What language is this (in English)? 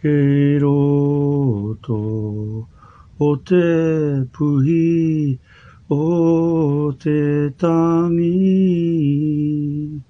Māori